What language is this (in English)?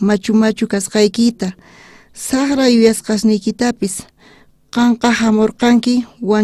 South Bolivian Quechua